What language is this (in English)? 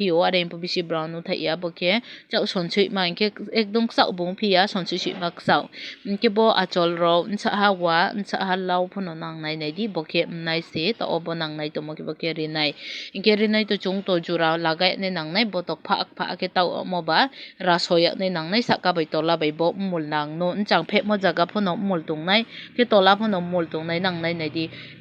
Kok Borok